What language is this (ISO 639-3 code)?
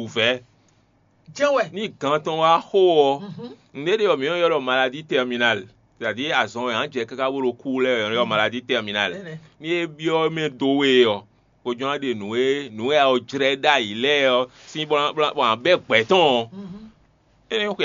fon